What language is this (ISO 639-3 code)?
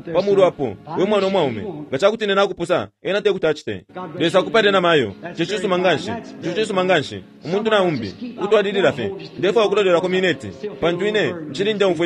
bem